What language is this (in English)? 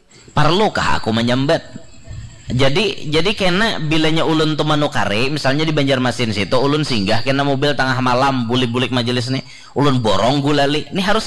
Banjar